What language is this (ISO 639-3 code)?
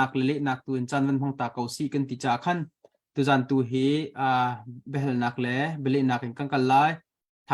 cnh